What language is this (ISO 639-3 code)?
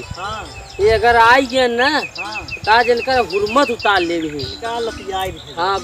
awa